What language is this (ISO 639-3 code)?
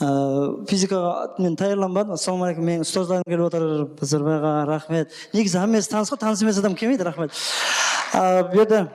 kaa